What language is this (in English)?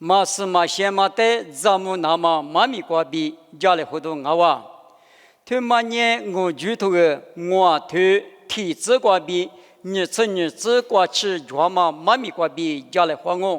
Lisu